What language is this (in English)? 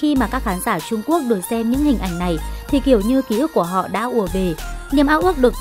Vietnamese